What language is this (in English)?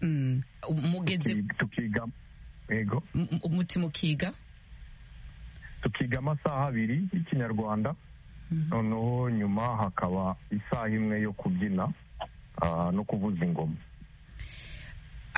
Kinyarwanda